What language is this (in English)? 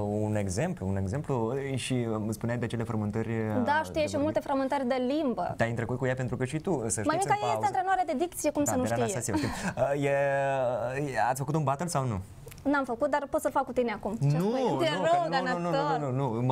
Romanian